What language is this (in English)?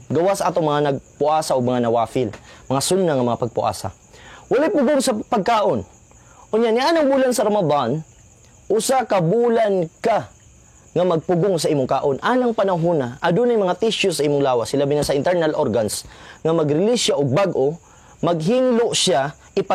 Cebuano